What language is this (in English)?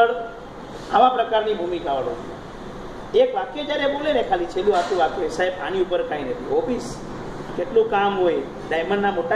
Gujarati